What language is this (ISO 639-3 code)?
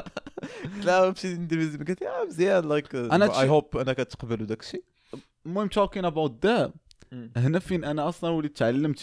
ary